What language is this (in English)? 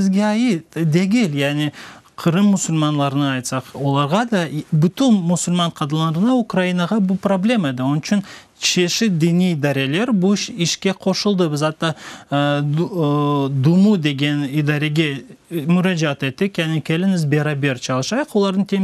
Crimean Tatar